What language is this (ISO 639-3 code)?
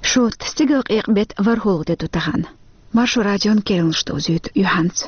che